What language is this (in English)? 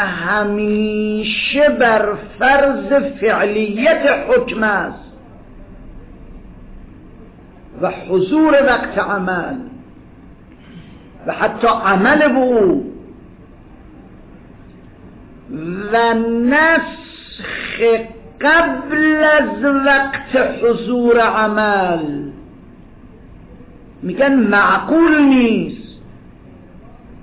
Persian